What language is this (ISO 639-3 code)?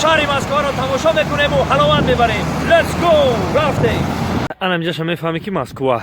tgk